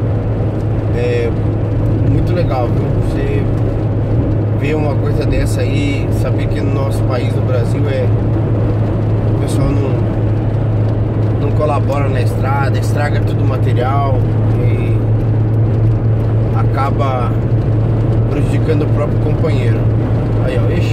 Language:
Portuguese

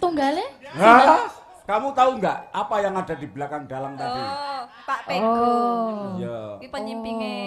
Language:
Javanese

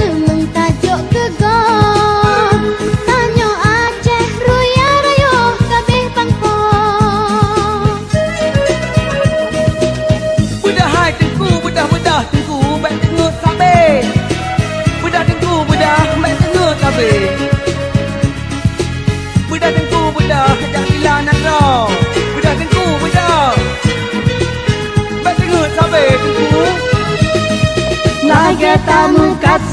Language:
Achinese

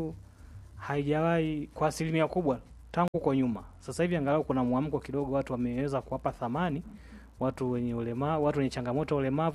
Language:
Swahili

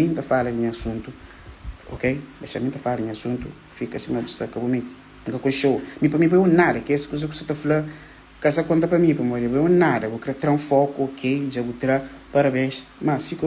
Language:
Kabuverdianu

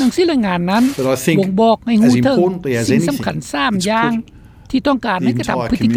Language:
Lao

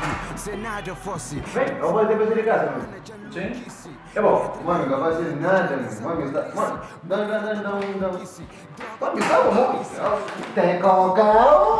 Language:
Kabuverdianu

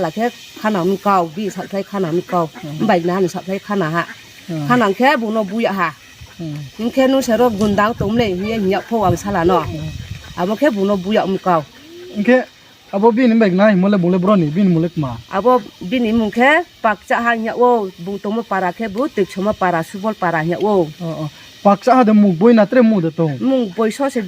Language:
Riang (India)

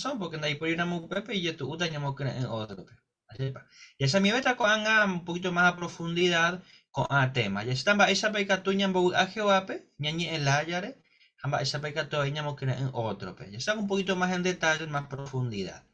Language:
Guarani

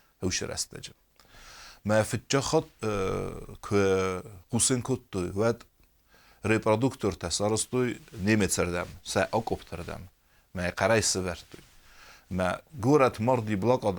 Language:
Ossetic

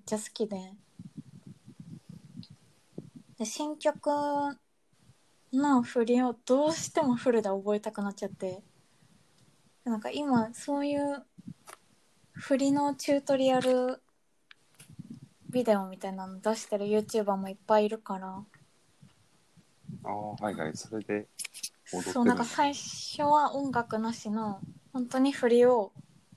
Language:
Japanese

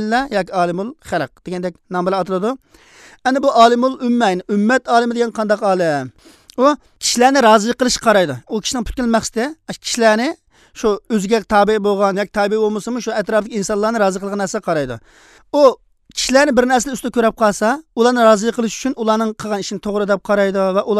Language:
Uyghur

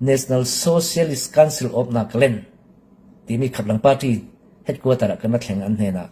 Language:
Falam Chin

